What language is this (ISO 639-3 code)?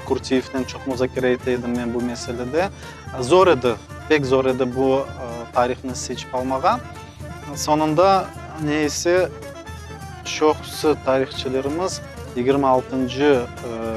crh